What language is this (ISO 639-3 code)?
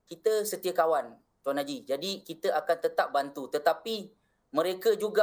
msa